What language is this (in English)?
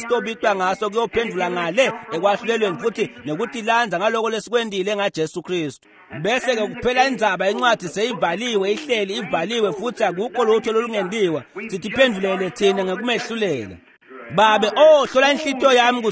Swati